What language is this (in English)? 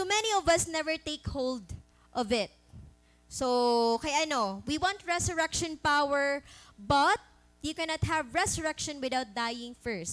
Waray